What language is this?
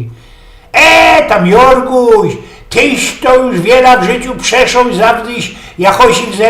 Silesian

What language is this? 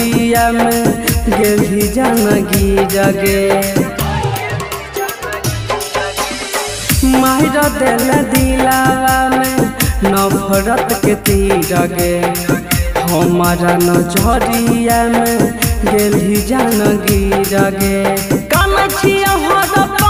Bhojpuri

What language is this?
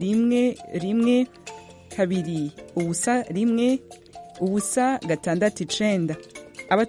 Kinyarwanda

